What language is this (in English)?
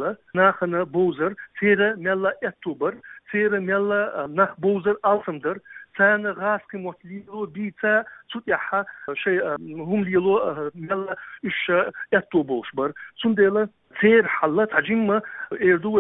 Chechen